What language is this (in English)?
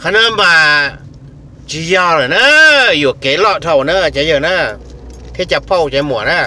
Hmong